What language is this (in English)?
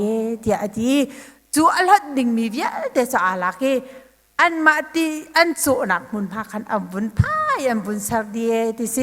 Hakha Chin